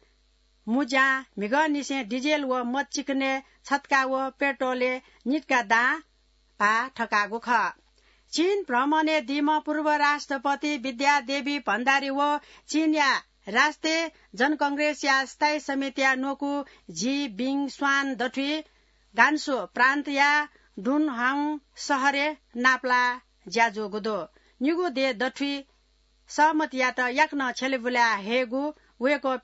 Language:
Newari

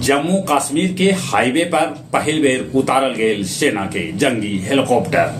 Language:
Magahi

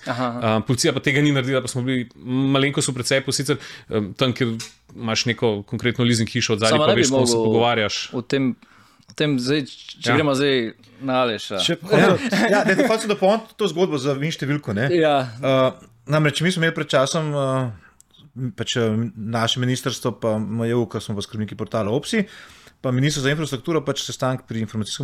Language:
Slovenian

